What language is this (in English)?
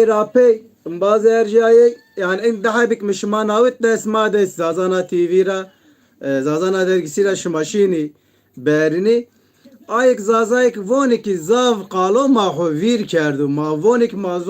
Zaza